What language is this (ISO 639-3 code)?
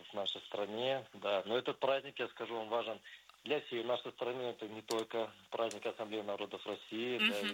rus